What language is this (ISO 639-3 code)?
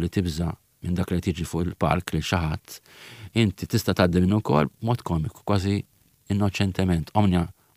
mlt